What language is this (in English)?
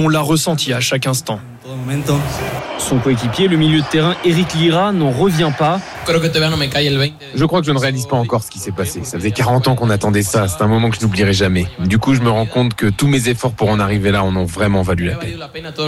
French